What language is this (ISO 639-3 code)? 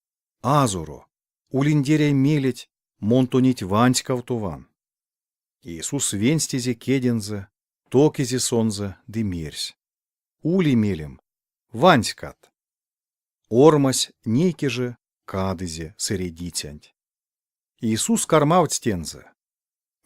myv